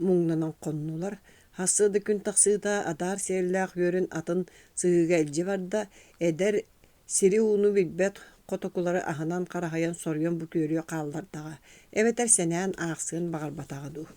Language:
Yakut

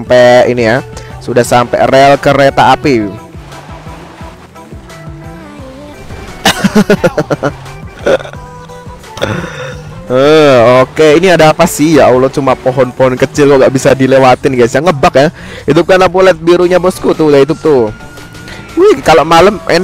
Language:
Indonesian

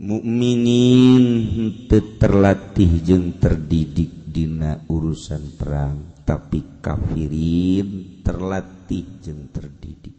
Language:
Sundanese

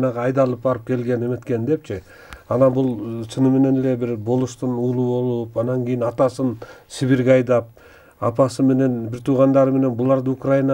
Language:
Kyrgyz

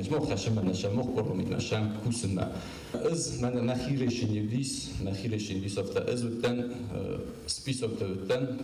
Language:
Ossetic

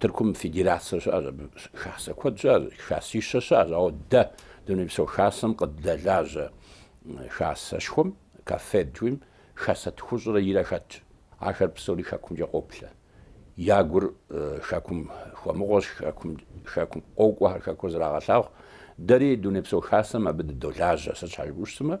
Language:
Kabardian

